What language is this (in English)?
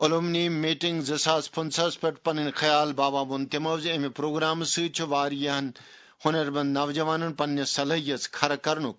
Kashmiri